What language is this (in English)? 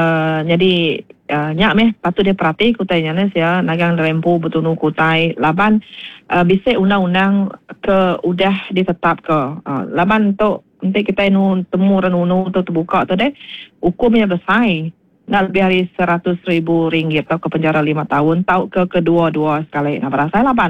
Iban